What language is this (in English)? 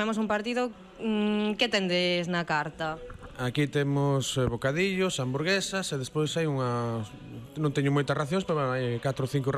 Galician